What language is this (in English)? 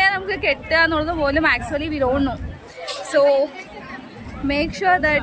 Malayalam